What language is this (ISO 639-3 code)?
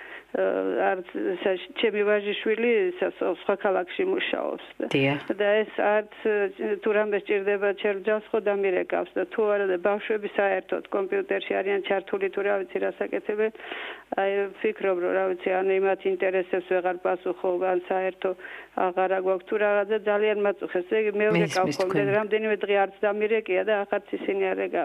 kat